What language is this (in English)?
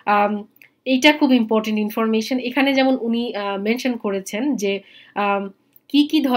Bangla